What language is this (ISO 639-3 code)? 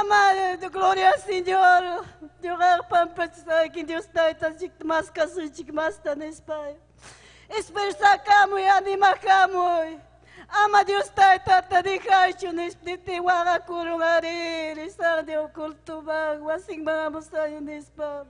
quy